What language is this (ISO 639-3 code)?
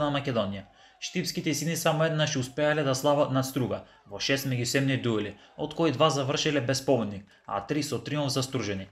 mkd